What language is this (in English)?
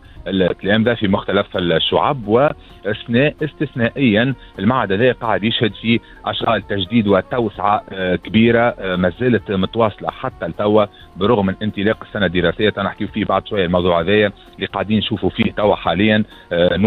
Tunisian Arabic